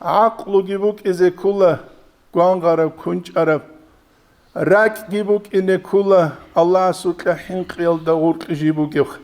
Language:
Avaric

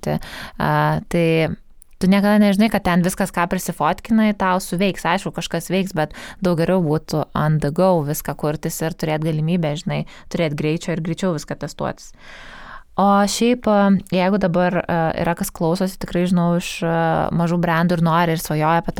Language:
Lithuanian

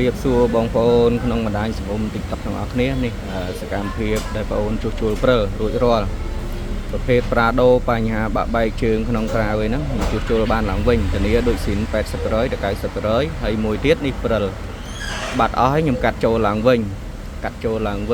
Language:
Khmer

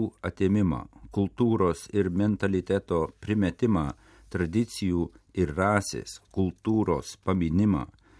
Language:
Lithuanian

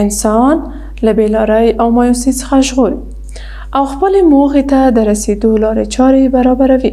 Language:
Pashto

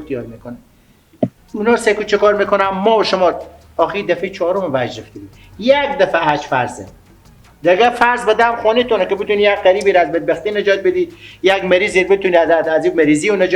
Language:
Persian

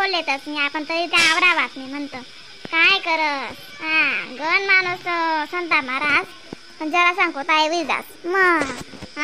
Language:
Khandesi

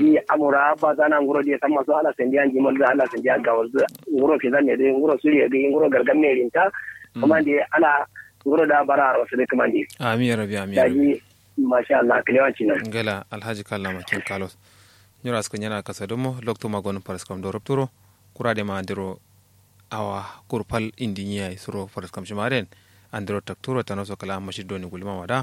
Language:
Kanuri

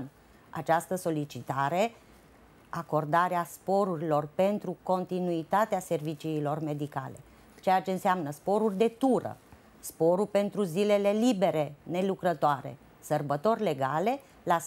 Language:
Romanian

